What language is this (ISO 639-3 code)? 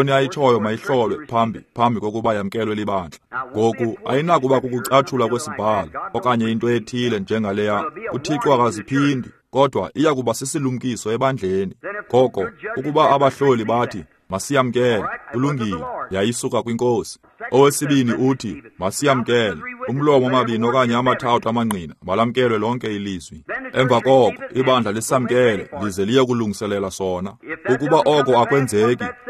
xho